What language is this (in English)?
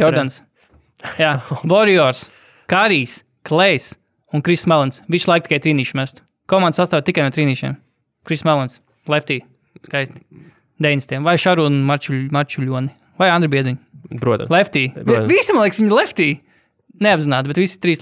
Latvian